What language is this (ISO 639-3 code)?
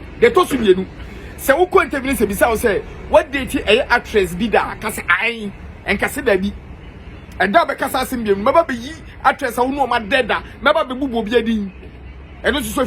aka